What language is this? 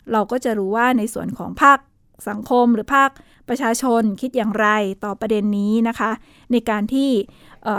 Thai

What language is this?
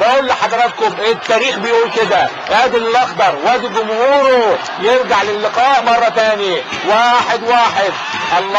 Egyptian Arabic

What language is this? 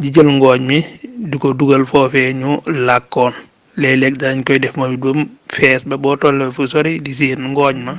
Wolof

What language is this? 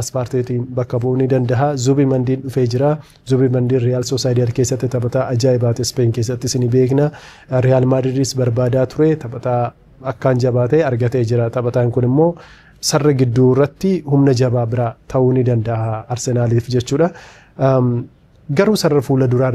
Oromo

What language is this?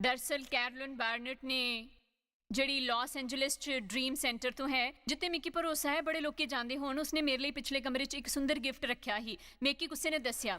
Dogri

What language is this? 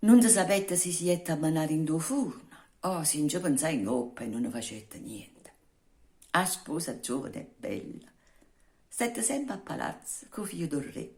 Neapolitan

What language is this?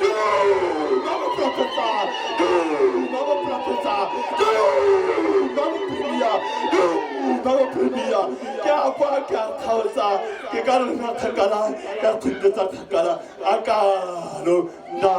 Tswana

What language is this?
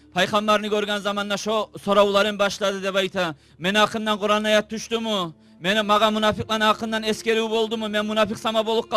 Kumyk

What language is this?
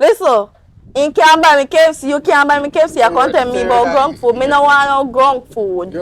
Jamaican Creole English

